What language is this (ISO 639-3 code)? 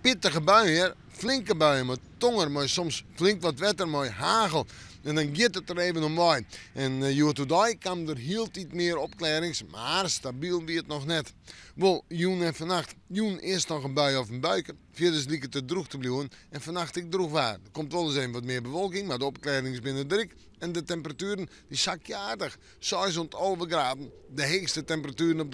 fry